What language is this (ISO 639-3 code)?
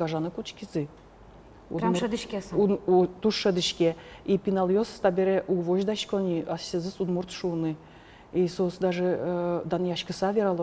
udm